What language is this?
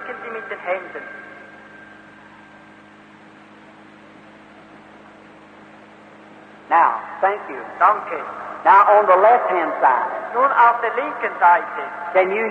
German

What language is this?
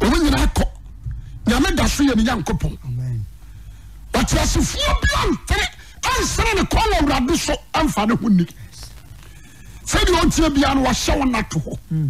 Akan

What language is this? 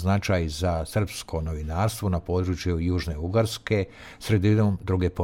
Serbian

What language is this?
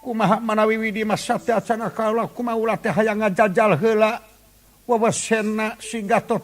Sundanese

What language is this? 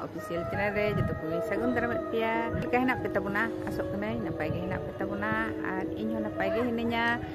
Santali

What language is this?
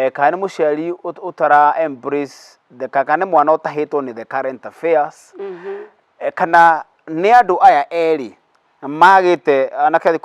Kikuyu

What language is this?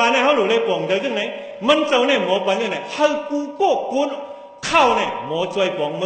Shan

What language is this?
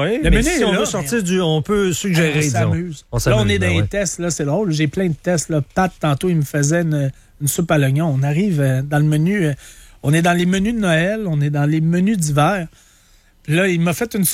French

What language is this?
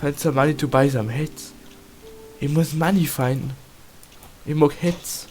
Bavarian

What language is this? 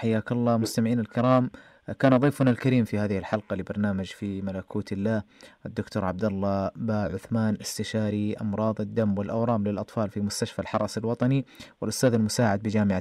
Najdi Arabic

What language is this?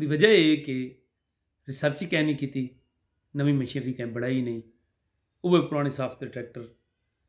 Saraiki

